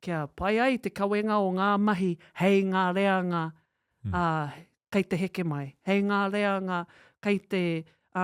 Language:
Māori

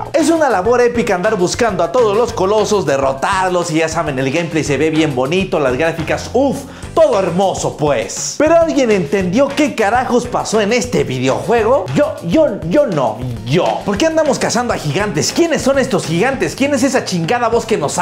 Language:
Spanish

